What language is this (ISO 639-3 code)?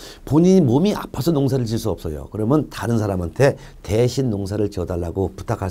kor